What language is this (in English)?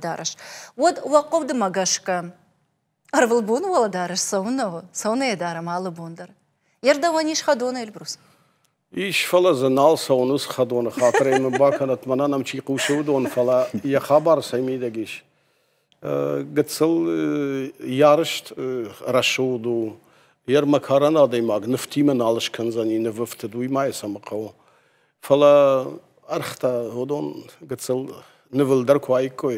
Ossetic